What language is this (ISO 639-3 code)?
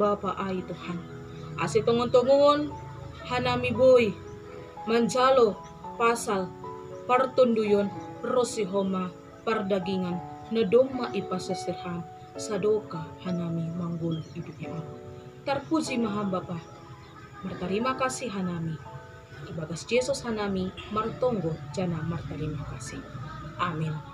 bts